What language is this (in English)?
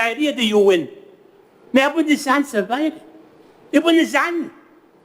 Gilbertese